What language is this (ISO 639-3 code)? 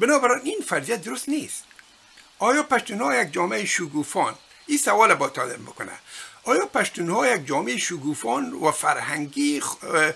fas